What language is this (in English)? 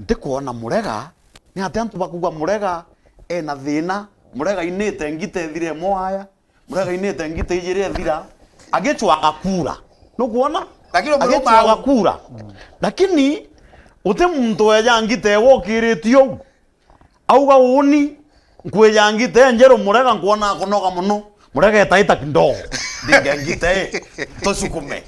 Meru